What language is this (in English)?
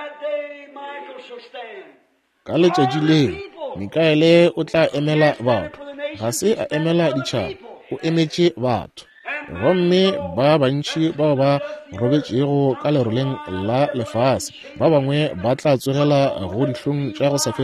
Northern Sotho